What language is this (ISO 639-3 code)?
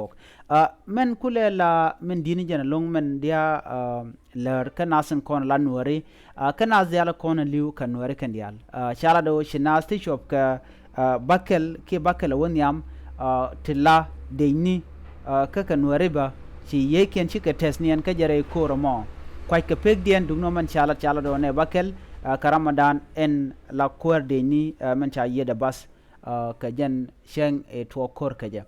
nus